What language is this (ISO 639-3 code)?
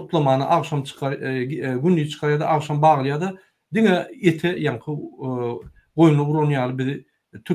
tuk